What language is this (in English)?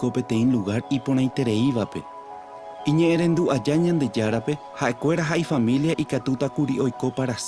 Guarani